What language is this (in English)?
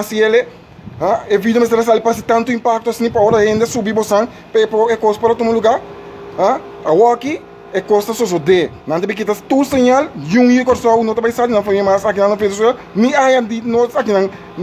Papiamento